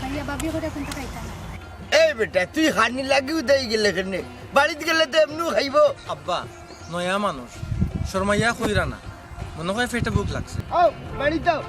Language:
Sylheti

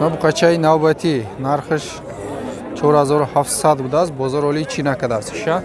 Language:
Tajik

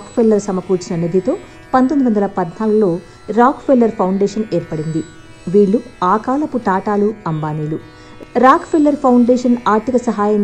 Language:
Telugu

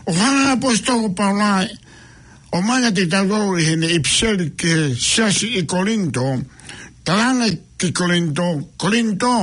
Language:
Tongan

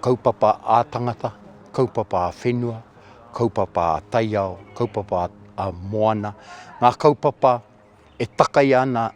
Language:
Māori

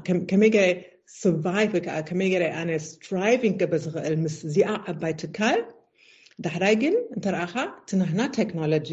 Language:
Tigrinya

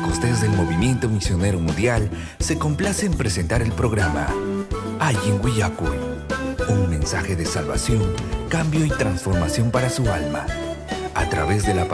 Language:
Ayacucho Quechua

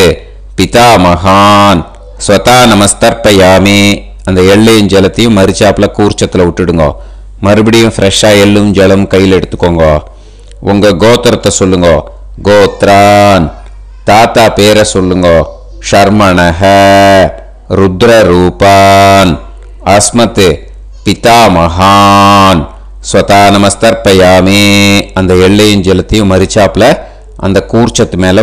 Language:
Tamil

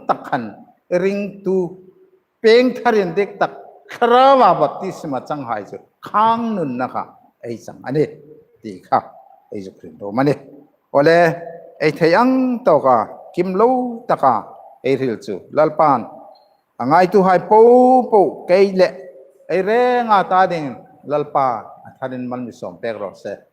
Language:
Hmar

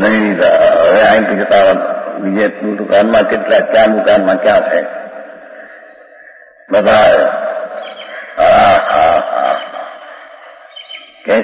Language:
Gujarati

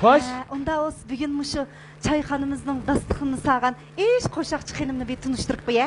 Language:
Uyghur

